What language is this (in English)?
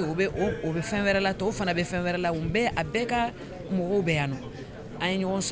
Bambara